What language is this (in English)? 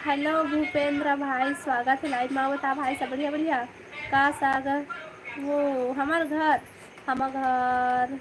Chhattisgarhi